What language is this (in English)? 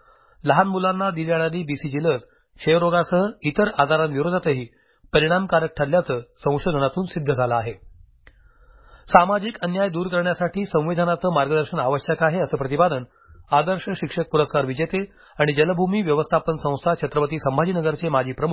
Marathi